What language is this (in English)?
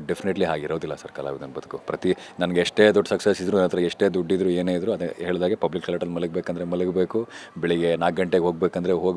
Kannada